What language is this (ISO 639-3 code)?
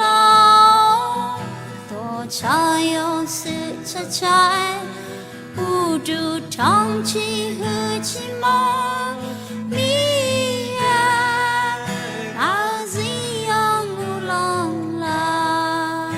ahk